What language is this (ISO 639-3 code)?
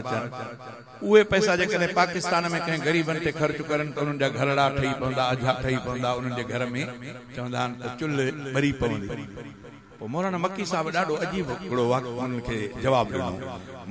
snd